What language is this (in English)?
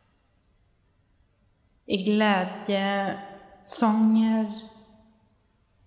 Swedish